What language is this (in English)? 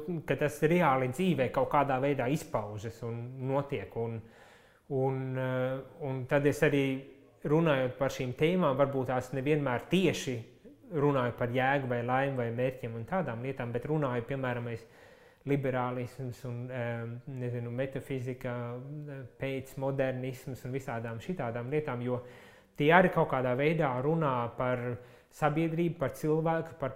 Latvian